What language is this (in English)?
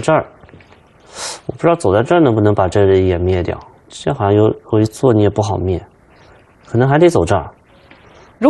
Chinese